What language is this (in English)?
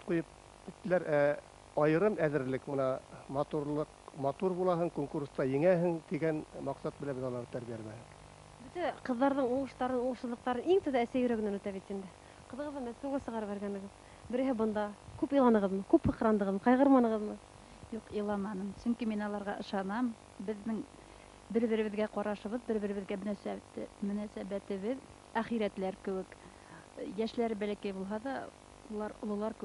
Bashkir